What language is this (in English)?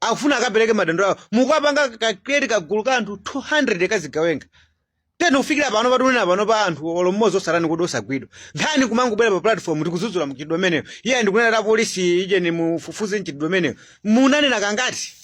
Nyanja